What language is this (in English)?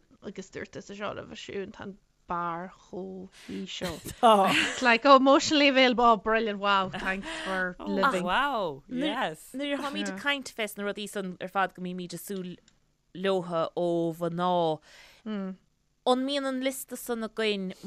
Irish